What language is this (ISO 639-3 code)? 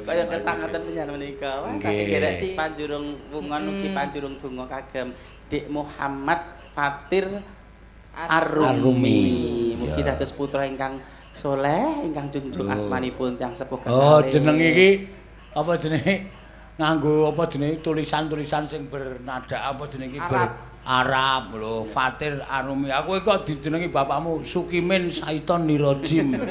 jav